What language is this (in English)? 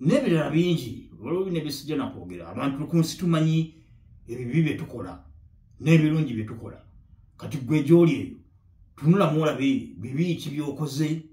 Ganda